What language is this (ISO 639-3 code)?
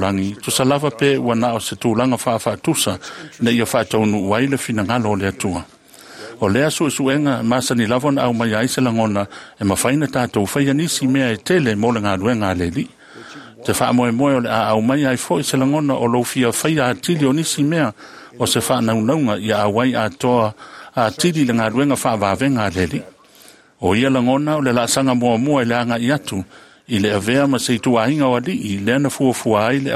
smo